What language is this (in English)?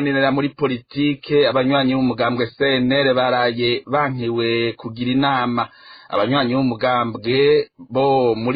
Rundi